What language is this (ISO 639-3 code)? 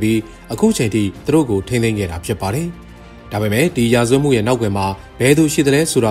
mya